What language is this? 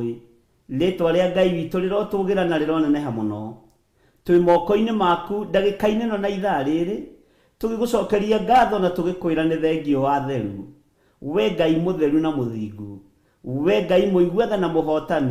Kikuyu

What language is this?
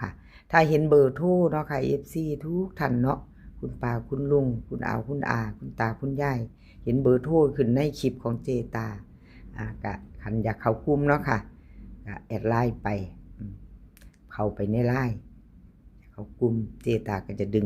Northeastern Thai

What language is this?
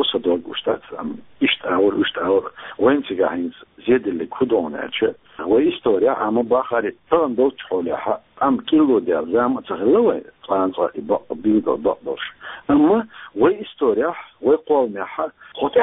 Chechen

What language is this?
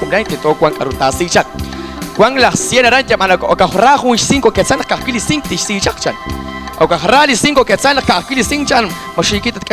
Kekchí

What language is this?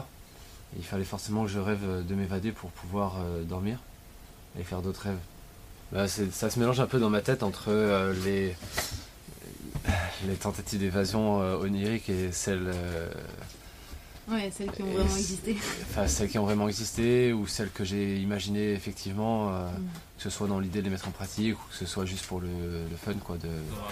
French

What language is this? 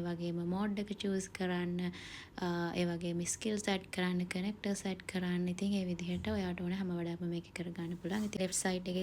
Sinhala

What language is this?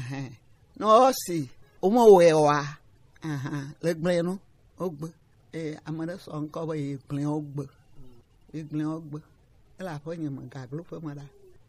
Gen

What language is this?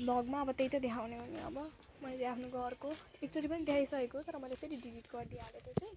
Nepali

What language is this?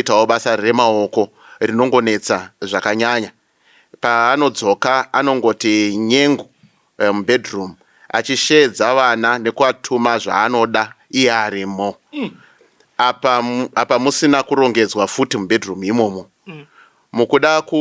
Shona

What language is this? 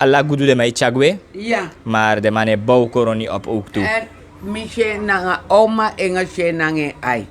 Sranan Tongo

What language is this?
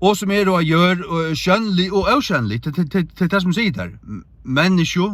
Faroese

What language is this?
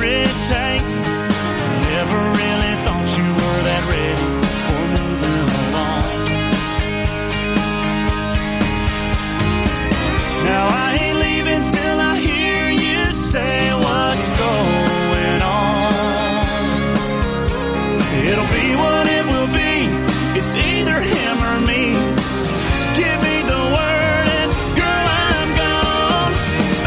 English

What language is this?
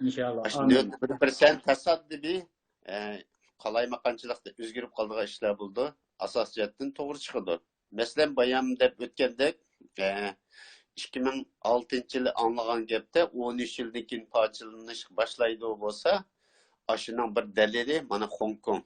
Uyghur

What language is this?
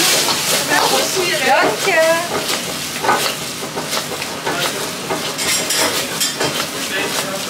Dutch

